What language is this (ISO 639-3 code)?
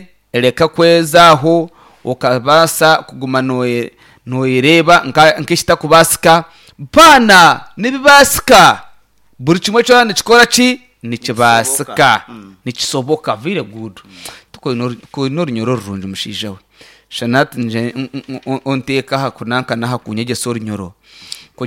nyn